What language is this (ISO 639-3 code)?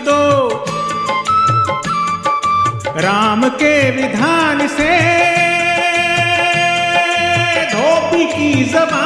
hin